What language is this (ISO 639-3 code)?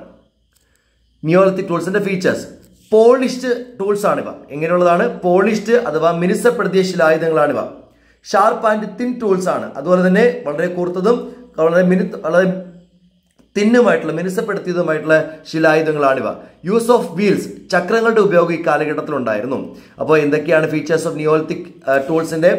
mal